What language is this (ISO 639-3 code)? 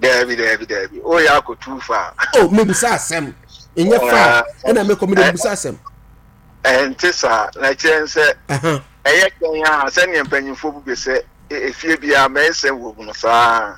aka